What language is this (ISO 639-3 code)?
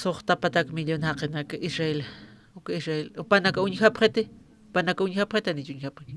aym